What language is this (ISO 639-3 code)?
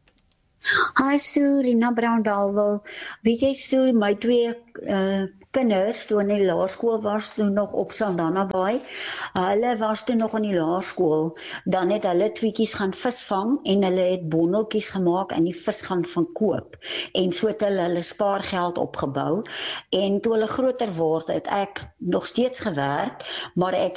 afr